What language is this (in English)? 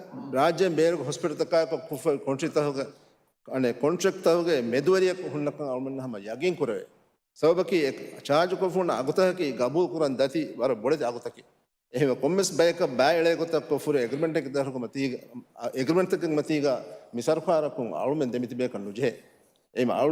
Divehi